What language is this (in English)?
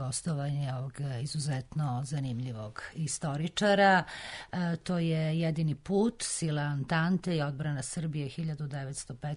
Serbian